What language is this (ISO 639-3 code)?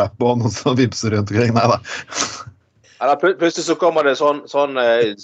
nor